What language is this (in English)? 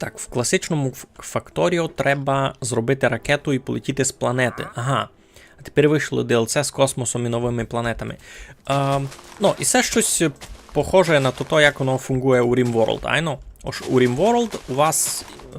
Rusyn